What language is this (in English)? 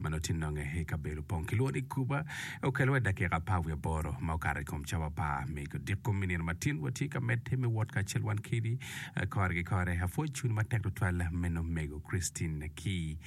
Acoli